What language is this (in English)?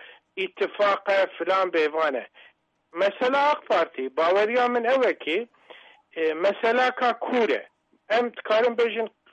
Kurdish